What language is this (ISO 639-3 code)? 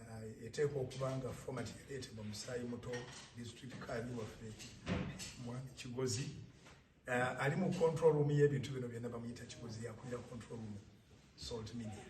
lug